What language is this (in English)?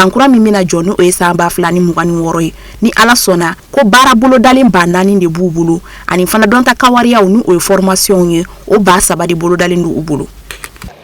Bambara